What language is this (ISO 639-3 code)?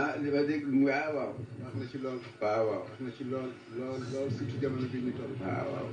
wol